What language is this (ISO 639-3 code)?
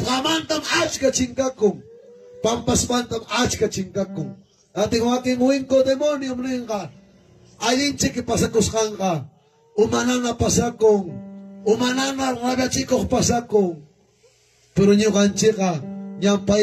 quy